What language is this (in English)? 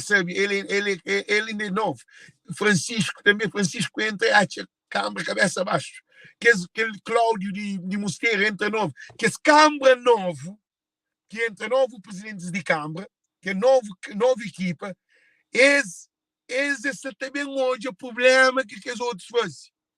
Kabuverdianu